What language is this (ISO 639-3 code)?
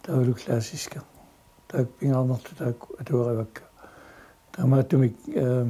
kal